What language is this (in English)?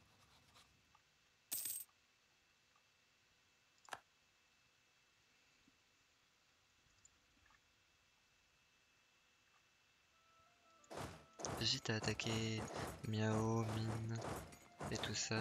French